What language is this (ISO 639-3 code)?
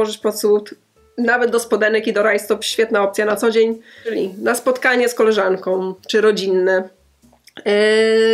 pol